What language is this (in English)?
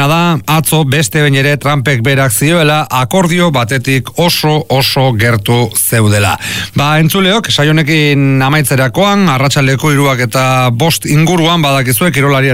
Basque